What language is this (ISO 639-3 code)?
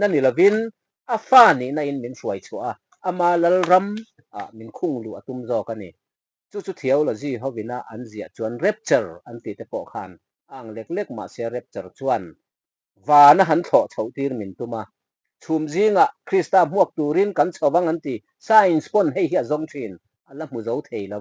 lus